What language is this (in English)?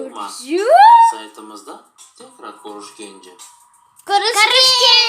Crimean Tatar